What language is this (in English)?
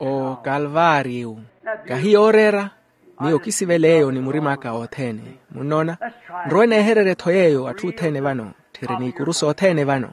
Makhuwa